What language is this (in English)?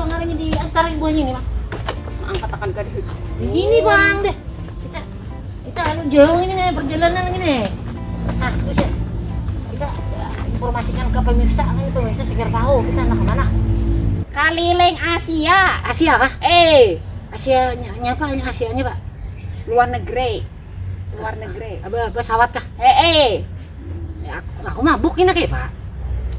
Banjar